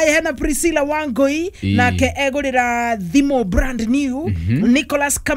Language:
Kikuyu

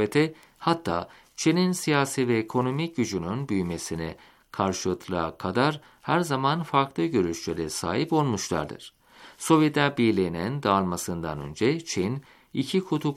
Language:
Turkish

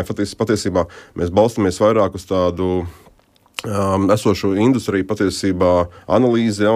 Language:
Latvian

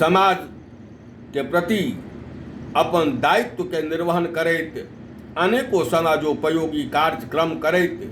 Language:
Maithili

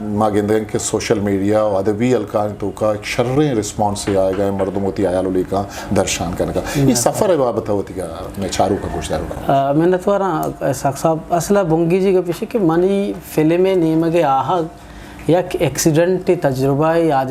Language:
Eastern Balochi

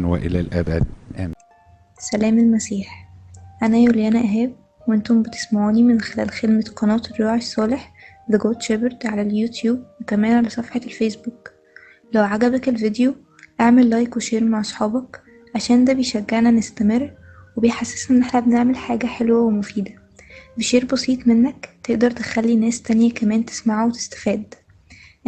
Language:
Egyptian Arabic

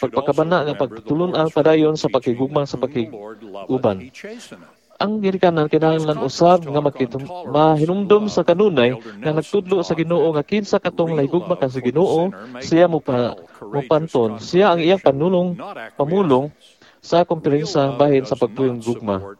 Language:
Cebuano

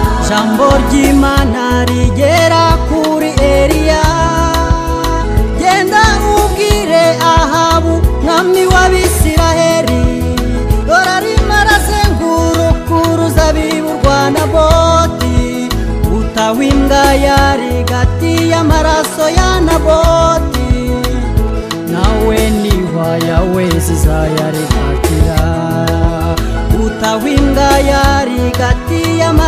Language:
Kinyarwanda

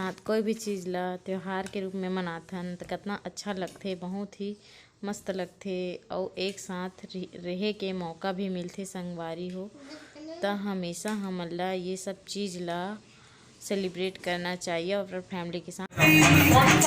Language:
Chhattisgarhi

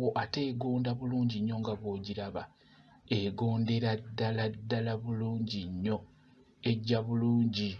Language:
Ganda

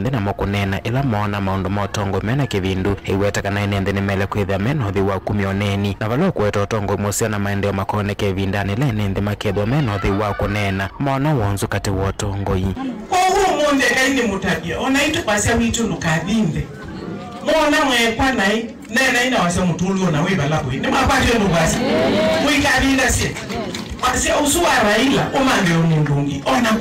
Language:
Kamba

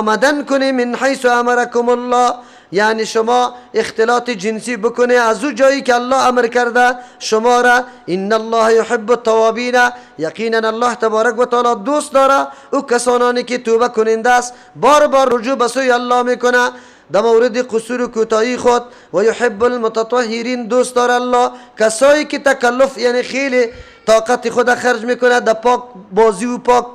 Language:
Persian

